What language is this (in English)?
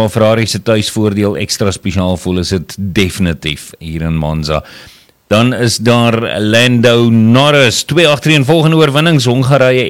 Afrikaans